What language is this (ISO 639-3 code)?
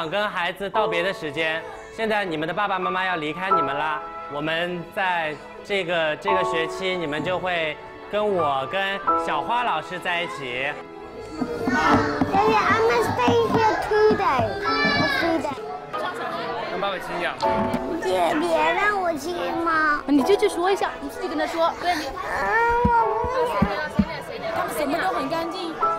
zho